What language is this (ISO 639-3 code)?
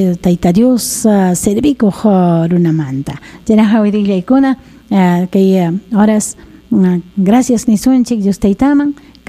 quy